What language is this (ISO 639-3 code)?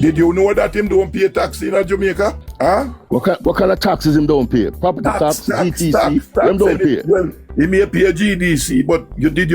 jam